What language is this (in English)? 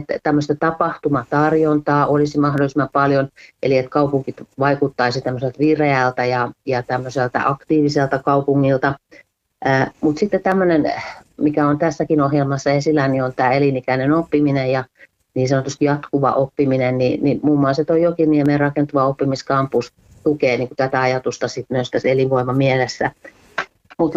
Finnish